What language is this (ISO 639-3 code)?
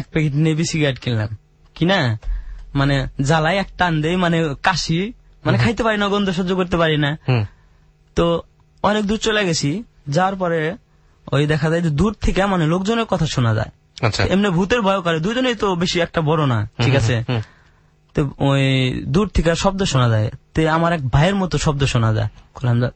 ben